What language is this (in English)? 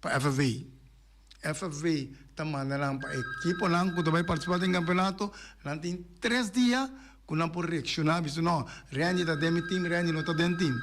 Papiamento